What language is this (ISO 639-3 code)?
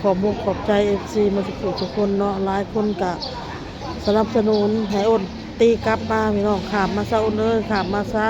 tts